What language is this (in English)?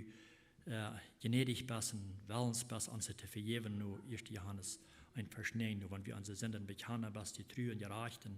Plautdietsch